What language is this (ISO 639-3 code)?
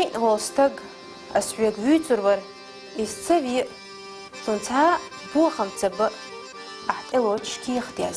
che